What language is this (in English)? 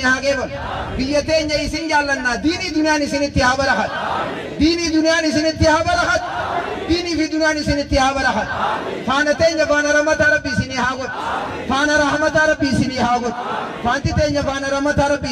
Oromo